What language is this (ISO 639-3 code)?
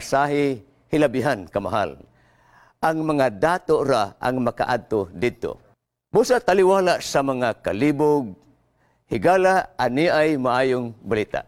ceb